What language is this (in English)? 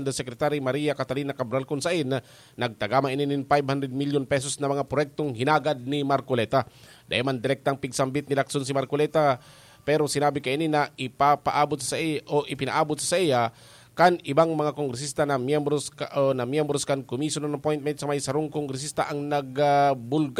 Bikol